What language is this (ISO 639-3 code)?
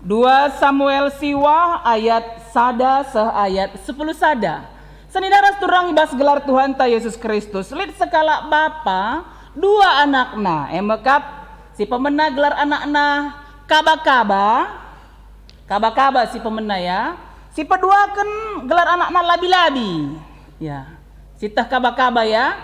btx